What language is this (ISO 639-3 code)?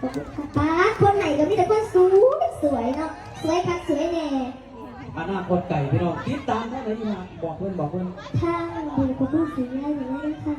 tts